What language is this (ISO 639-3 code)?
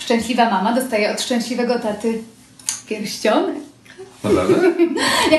pol